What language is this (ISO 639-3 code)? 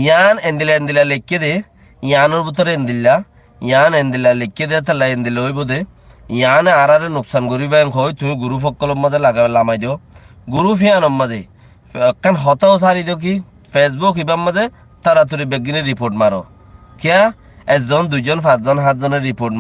rhg